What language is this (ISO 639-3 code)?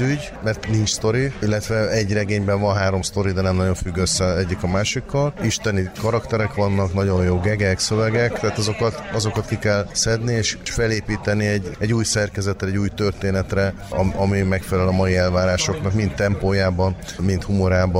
hun